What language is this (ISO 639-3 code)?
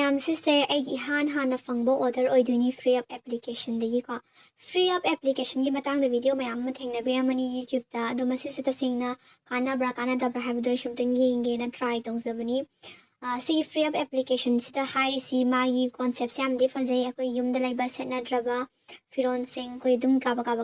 mni